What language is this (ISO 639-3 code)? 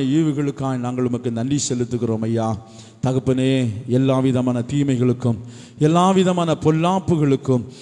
tam